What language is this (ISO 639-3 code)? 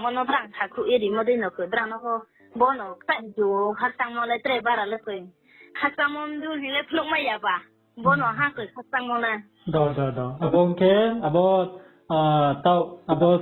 ria